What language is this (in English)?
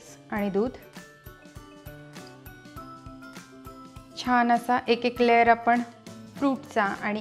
Marathi